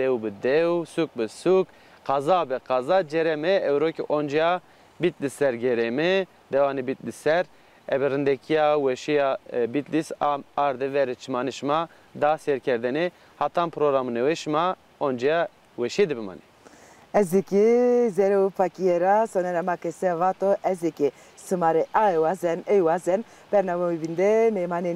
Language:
Zaza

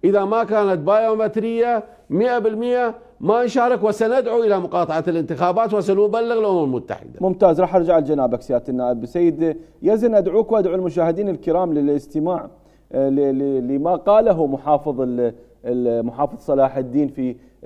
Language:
Mesopotamian Arabic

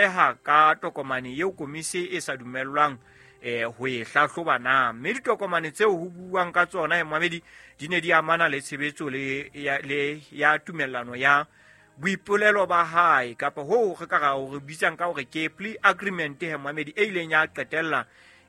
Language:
Southern Sotho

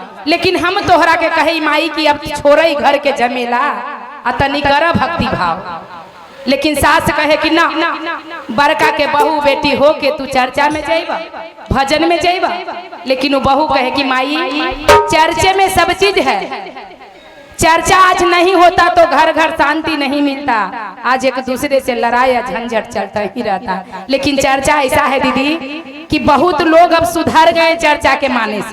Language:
Magahi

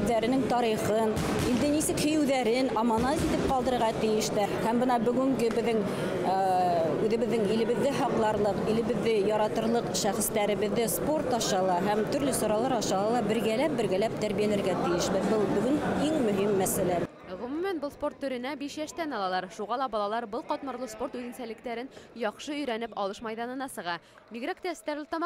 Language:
Bashkir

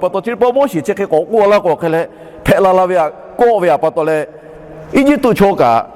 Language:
Lahu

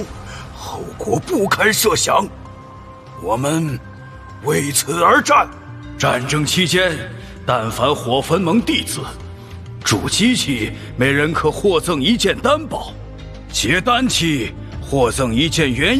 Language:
Chinese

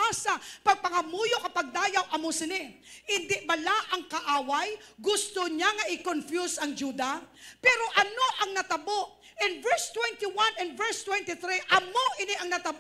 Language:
Hiligaynon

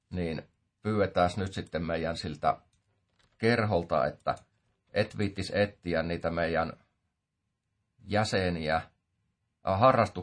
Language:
Finnish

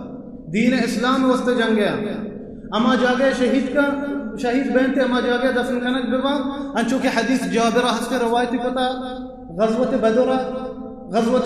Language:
Baluchi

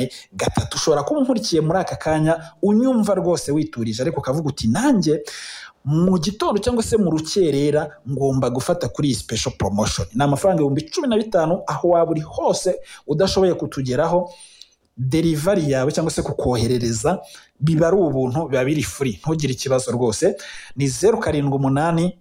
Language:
Kinyarwanda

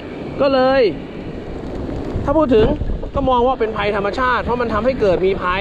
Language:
Thai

